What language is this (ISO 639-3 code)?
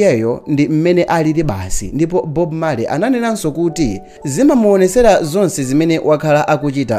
nya